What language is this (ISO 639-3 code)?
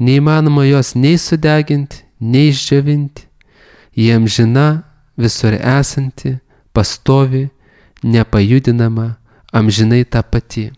lit